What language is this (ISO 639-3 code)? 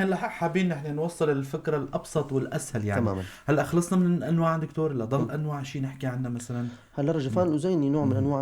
apc